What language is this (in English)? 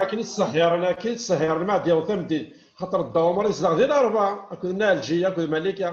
Kabyle